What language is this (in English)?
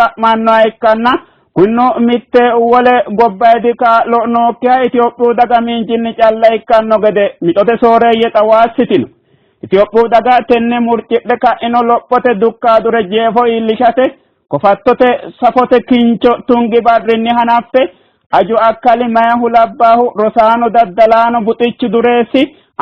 Sidamo